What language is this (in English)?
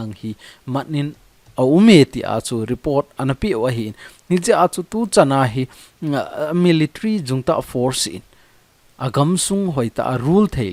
Thado Chin